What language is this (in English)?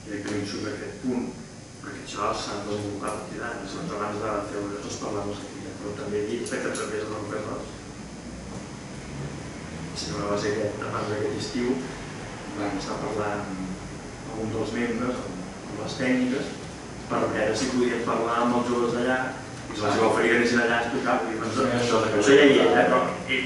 Catalan